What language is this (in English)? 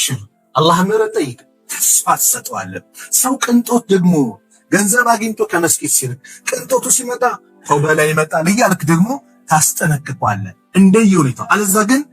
Amharic